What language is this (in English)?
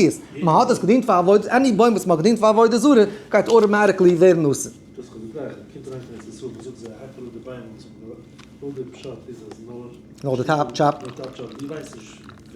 Yiddish